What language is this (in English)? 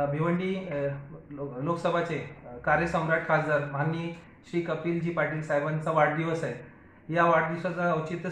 Marathi